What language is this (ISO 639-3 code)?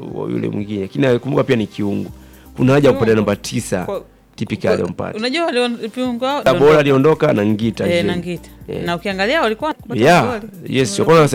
swa